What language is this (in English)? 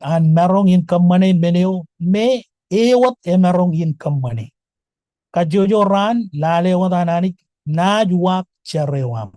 Marshallese